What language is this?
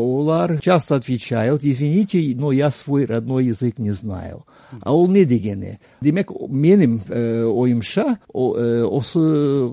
Kyrgyz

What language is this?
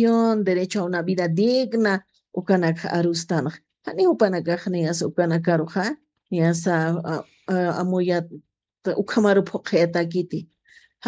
Aymara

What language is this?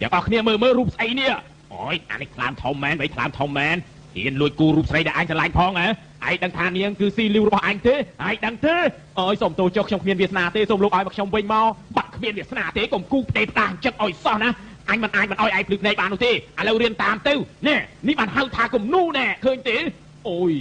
Khmer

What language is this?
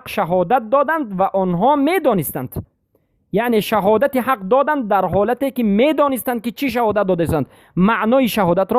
Persian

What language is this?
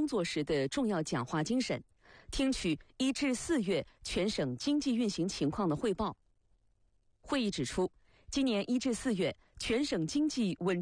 Chinese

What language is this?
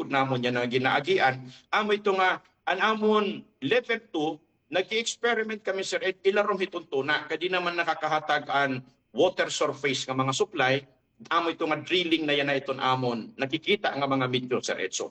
Waray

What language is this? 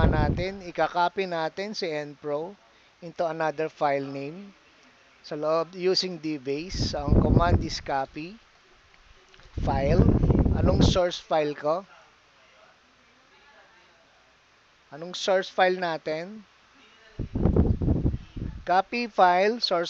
Filipino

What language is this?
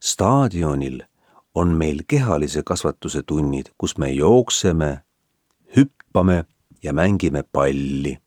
Estonian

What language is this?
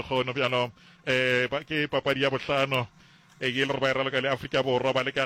Northern Sotho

